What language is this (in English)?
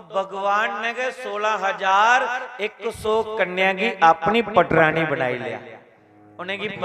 Dogri